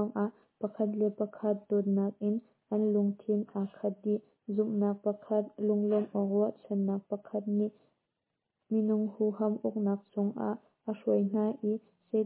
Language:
Hakha Chin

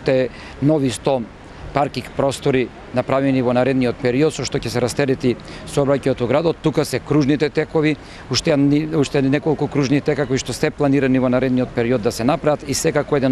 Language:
Macedonian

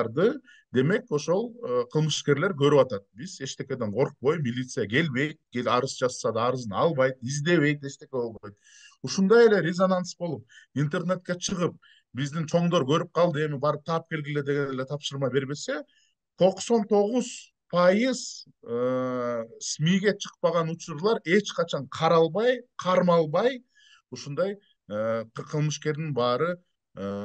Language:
Kyrgyz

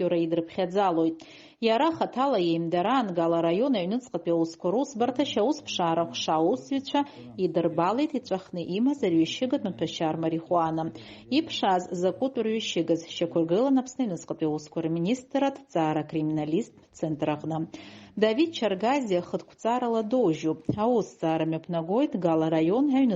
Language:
Abkhazian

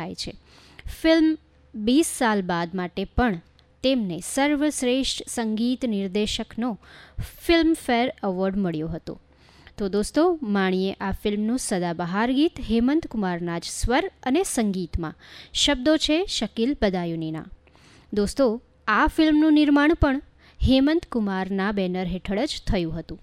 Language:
Gujarati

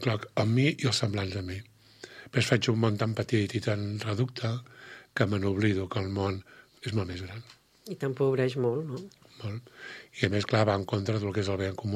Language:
Catalan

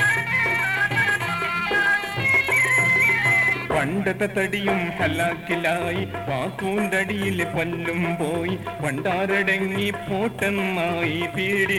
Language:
Malayalam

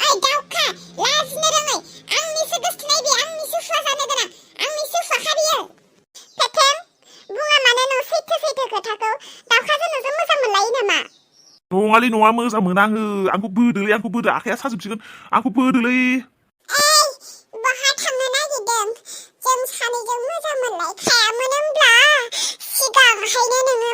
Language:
Bodo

